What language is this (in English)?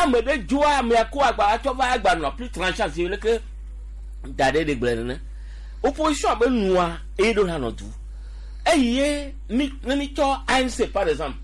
Gen